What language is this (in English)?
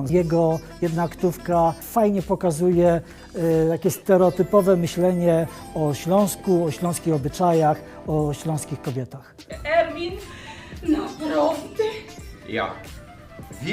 Silesian